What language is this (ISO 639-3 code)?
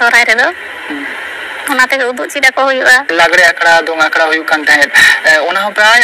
sat